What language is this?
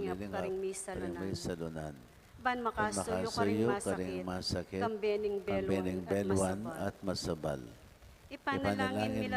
Pampanga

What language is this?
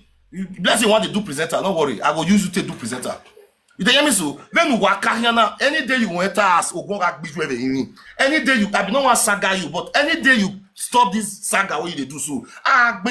Nigerian Pidgin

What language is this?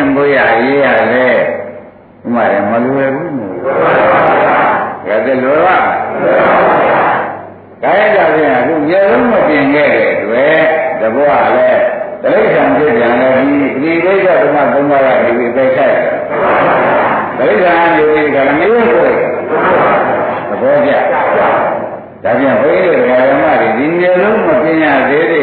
Burmese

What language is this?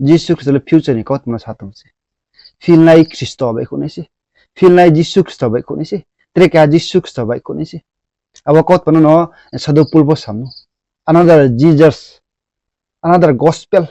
Riang (India)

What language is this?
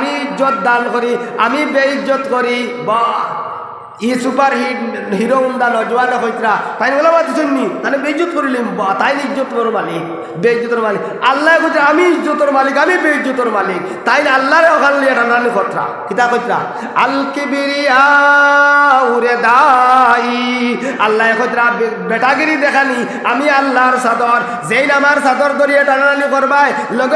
Sylheti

